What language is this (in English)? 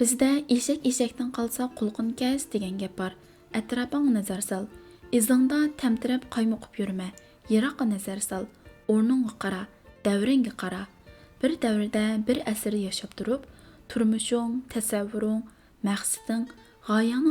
Uyghur